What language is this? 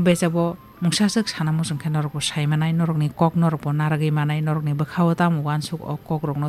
Kok Borok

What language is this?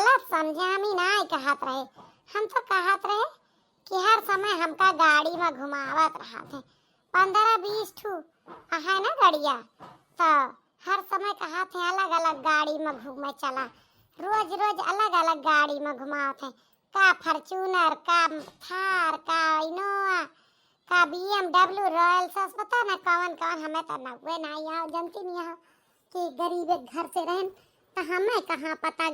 Awadhi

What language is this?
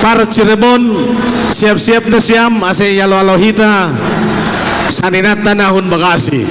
Batak Simalungun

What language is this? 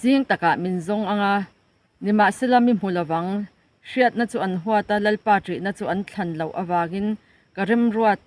Mizo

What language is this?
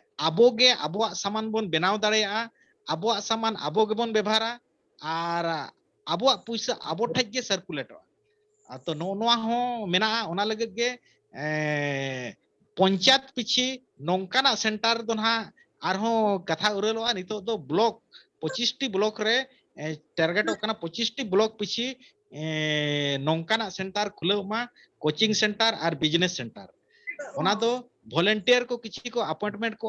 Santali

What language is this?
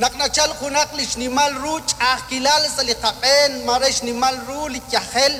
Kekchí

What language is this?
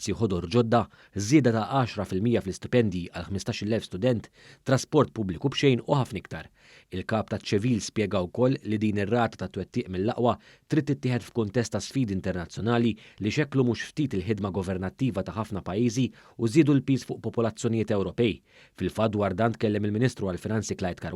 Maltese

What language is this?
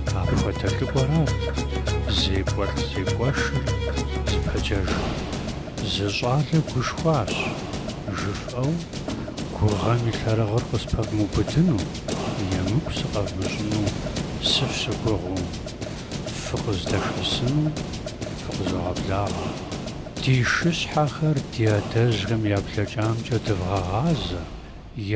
Kabardian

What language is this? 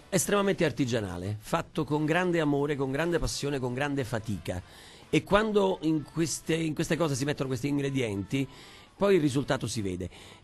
Italian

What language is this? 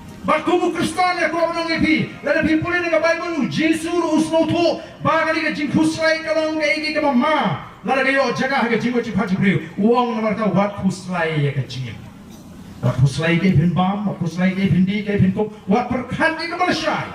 Khasi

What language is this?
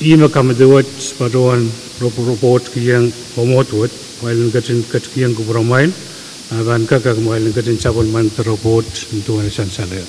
Pohnpeian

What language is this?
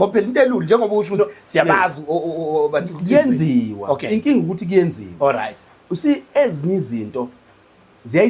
Zulu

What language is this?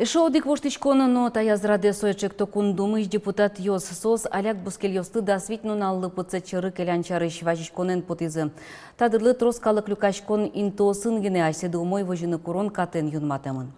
Udmurt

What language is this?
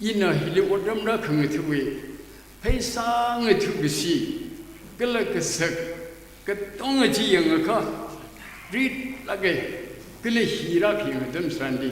Tangkhul Naga (India)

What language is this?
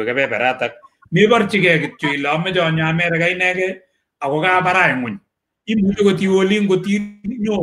Kalenjin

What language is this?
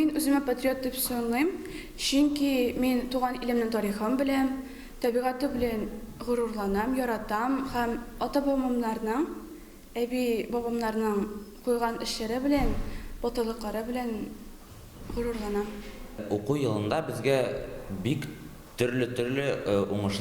Tatar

